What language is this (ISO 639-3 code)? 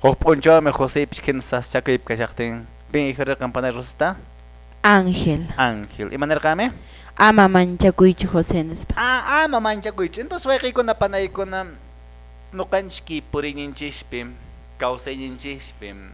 que